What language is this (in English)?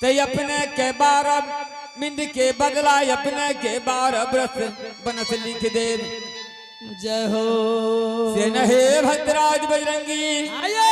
Angika